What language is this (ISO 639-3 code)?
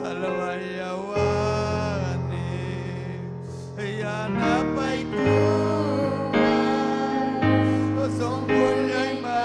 quy